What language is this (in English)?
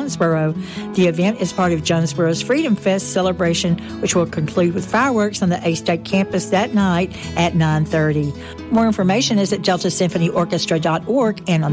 English